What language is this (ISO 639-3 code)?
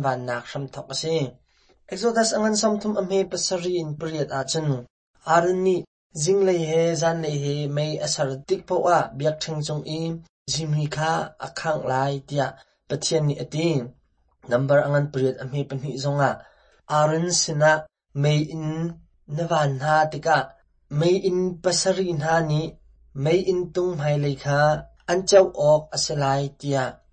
cnh